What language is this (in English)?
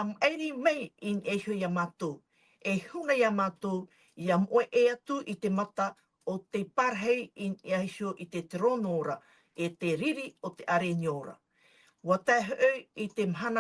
Tahitian